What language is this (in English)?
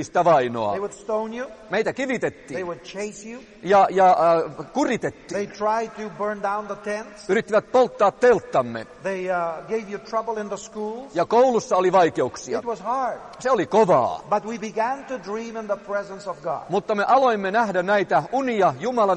Finnish